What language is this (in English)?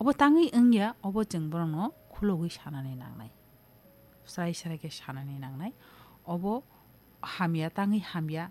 Kok Borok